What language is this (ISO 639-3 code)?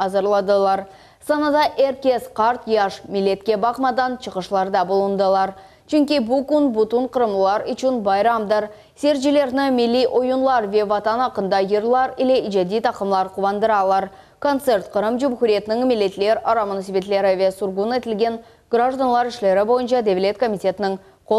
crh